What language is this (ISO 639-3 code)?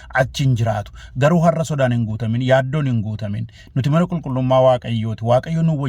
orm